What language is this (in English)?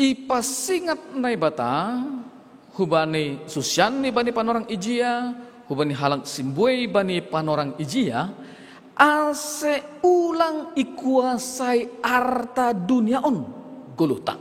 Batak Simalungun